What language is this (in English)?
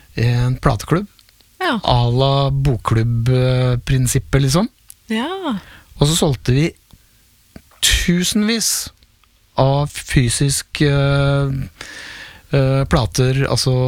Norwegian